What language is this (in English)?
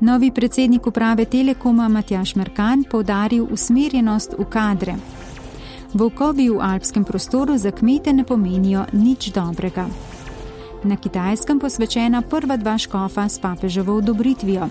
Slovenian